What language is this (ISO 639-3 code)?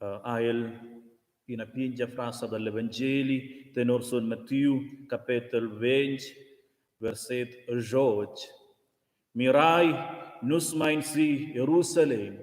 roh